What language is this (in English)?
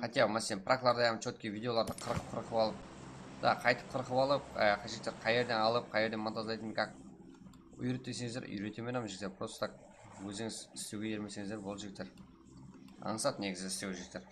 Kara-Kalpak